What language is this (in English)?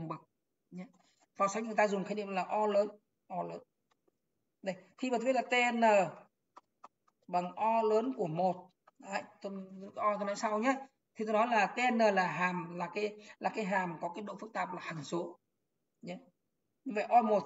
Vietnamese